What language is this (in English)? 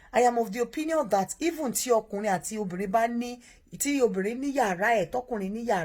Yoruba